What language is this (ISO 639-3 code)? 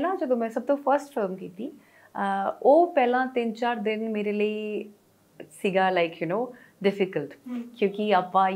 pan